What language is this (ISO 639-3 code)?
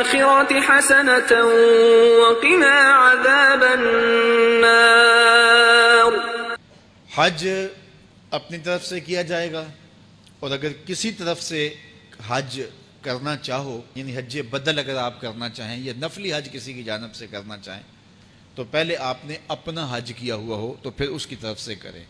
urd